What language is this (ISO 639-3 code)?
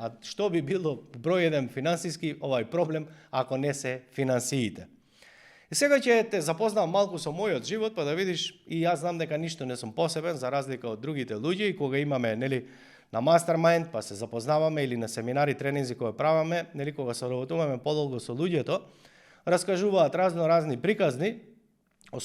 mkd